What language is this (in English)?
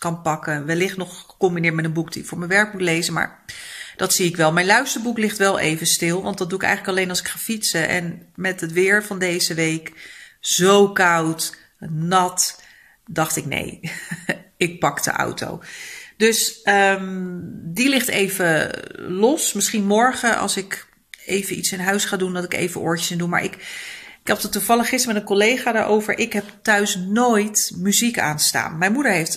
Dutch